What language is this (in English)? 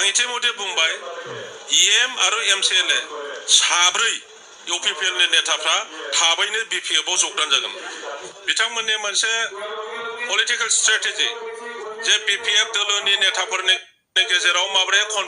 Bodo